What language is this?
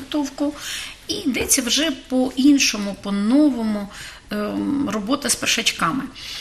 Ukrainian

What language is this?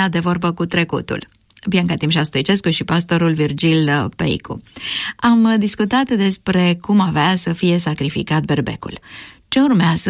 Romanian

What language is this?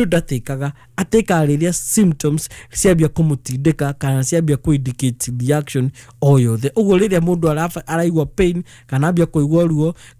Kikuyu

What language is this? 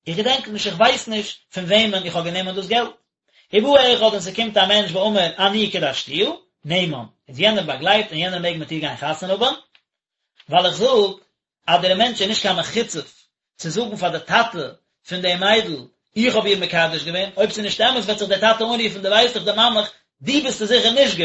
Yiddish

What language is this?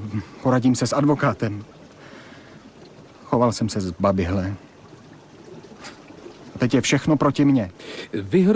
Czech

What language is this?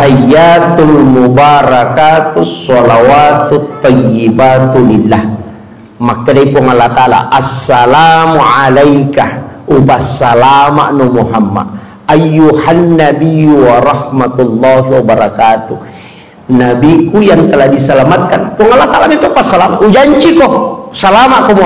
Buginese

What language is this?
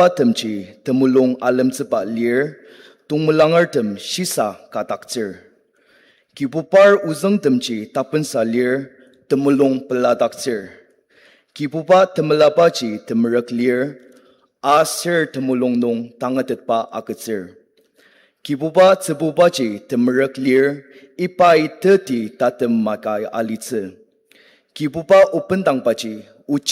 Ao Naga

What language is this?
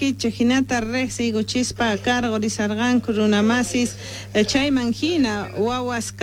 Quechua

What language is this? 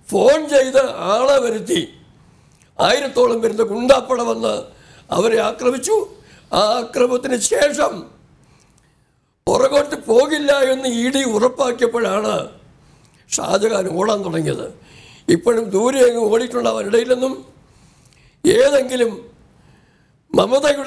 Malayalam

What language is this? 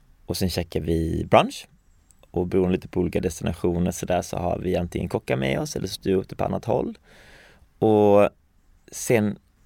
Swedish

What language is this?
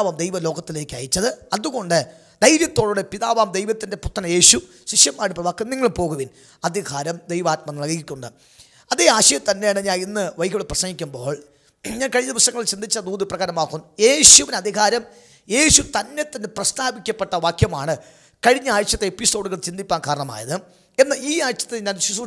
Malayalam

